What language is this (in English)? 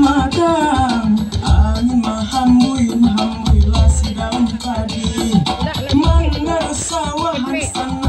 Minangkabau